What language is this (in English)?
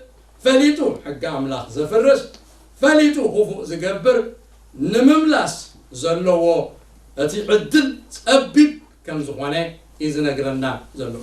Tigrinya